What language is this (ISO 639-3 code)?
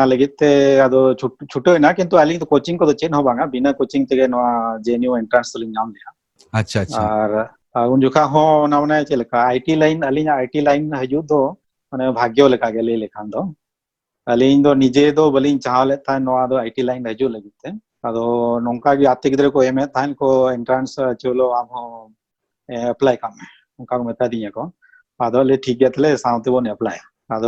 sat